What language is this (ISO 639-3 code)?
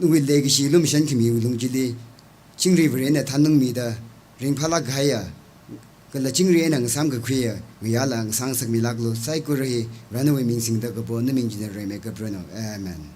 nmf